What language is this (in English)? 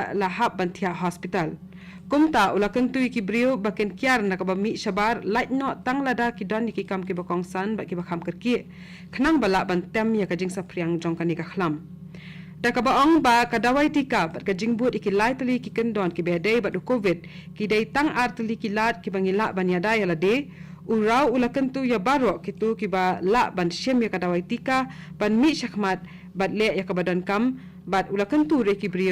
Khasi